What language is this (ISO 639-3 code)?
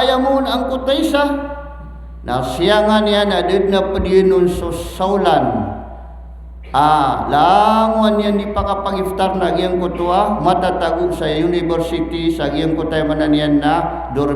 mrw